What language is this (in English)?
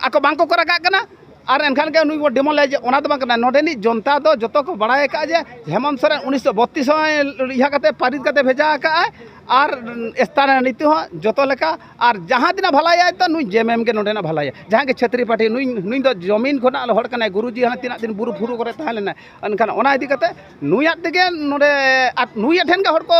Santali